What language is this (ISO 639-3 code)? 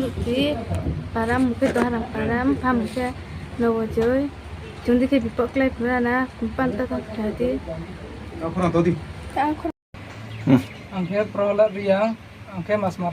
ria